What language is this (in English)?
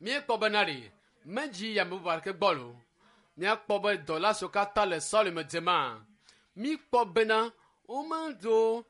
Ewe